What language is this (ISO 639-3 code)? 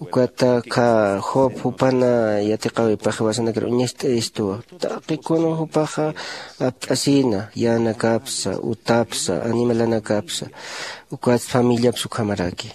aym